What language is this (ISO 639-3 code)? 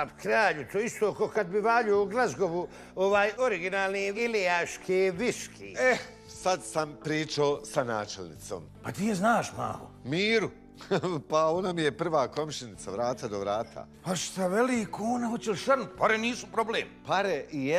bos